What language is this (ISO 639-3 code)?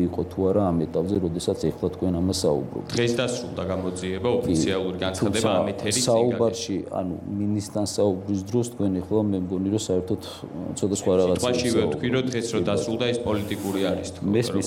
kat